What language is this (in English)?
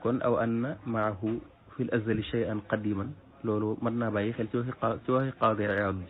Wolof